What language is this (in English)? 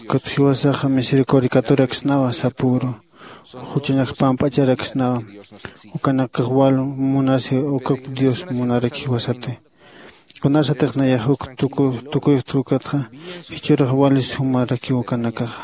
Aymara